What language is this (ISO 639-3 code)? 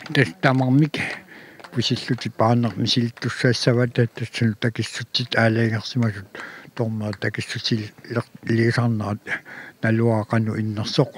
kal